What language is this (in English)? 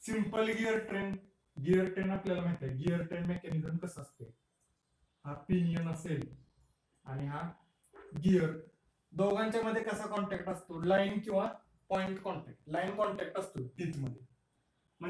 Marathi